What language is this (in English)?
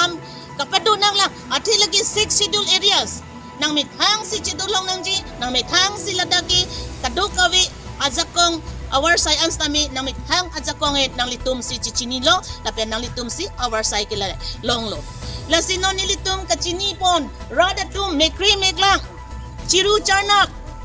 Karbi